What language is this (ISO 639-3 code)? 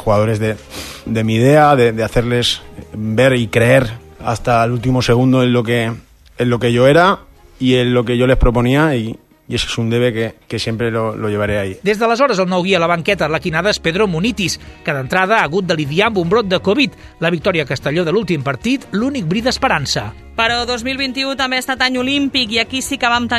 cat